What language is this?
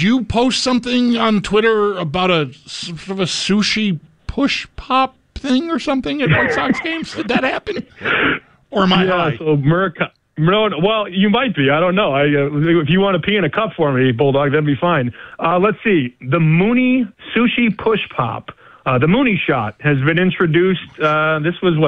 English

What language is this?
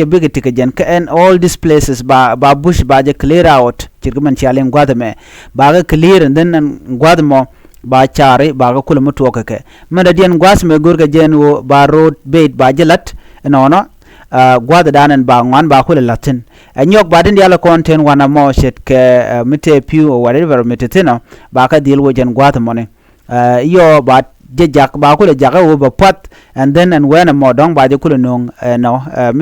Nuer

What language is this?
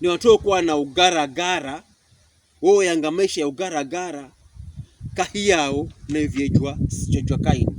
Pokomo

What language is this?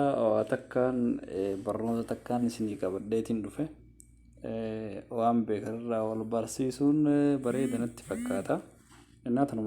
Oromo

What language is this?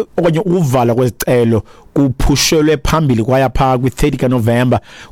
Xhosa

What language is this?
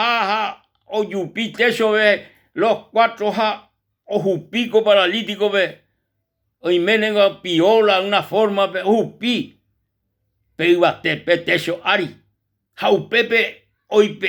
Guarani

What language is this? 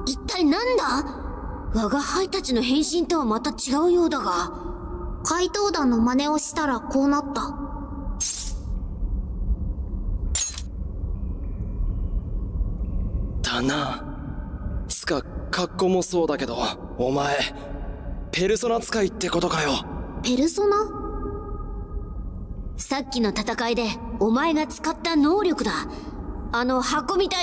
Japanese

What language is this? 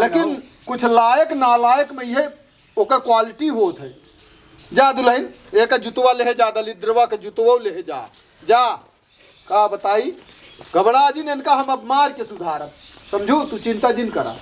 Awadhi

